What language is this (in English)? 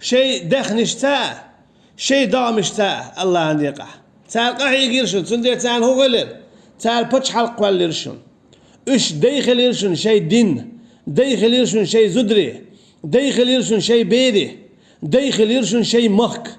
Chechen